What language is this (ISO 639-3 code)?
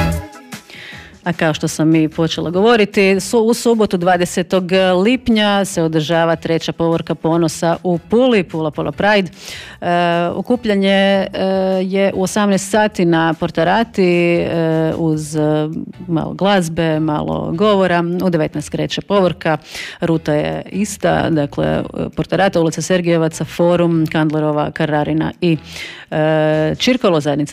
hrv